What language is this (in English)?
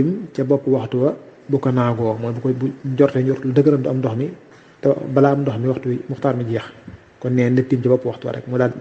Wolof